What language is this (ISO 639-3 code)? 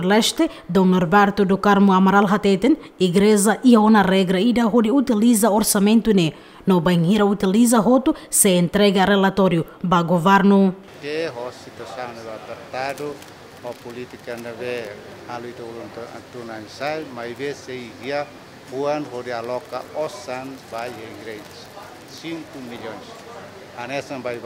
tet